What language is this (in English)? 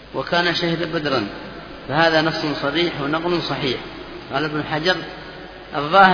Arabic